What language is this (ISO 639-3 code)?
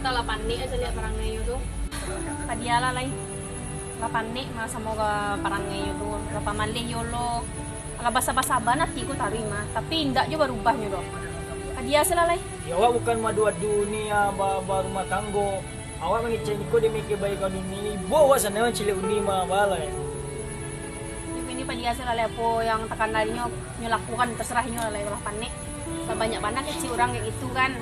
min